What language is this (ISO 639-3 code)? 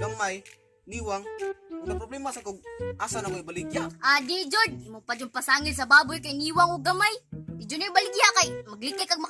ceb